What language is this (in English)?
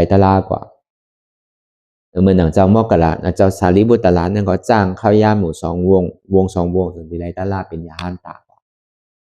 Shan